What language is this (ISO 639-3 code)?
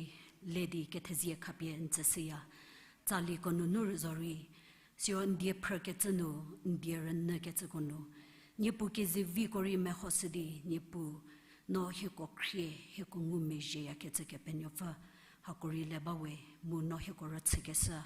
njm